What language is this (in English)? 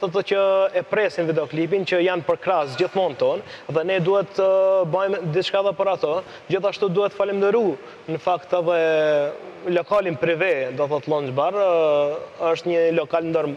Albanian